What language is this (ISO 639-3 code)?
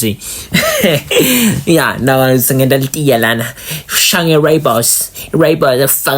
zul